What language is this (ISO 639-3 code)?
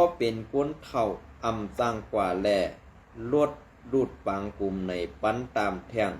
shn